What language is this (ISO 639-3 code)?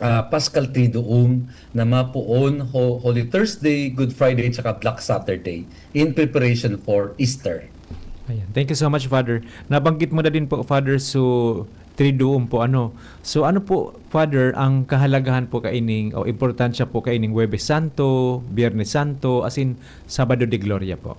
bik